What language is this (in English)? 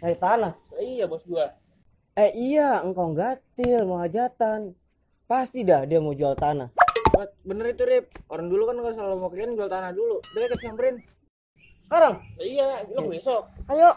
Betawi